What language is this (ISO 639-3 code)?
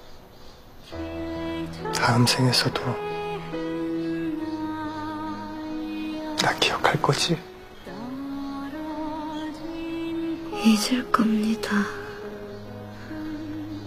kor